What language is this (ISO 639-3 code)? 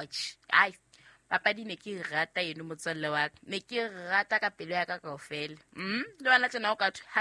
sot